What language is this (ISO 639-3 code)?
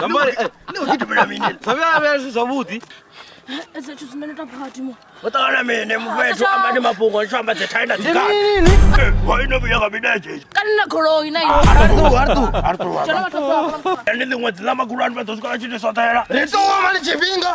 ven